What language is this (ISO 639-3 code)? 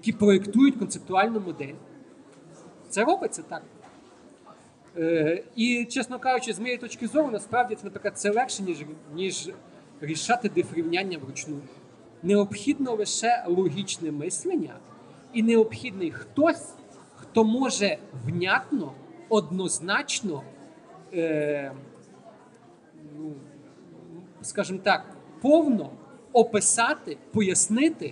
ukr